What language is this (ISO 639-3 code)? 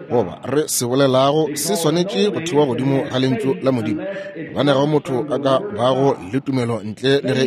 nso